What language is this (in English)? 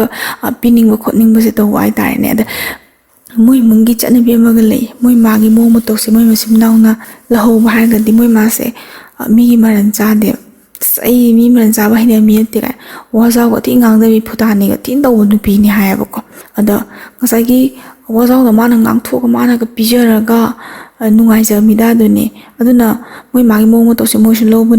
Manipuri